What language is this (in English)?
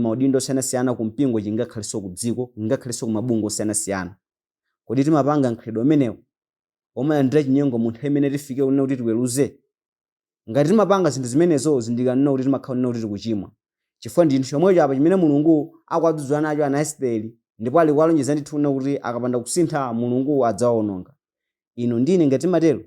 Nyanja